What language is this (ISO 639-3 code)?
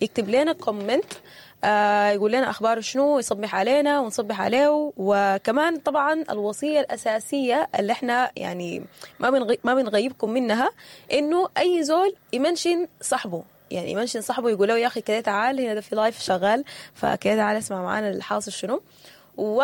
apd